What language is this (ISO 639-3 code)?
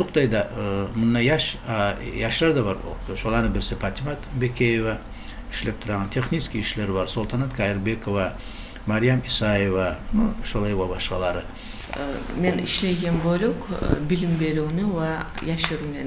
kum